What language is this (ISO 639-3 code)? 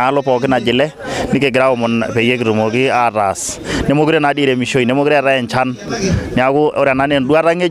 mas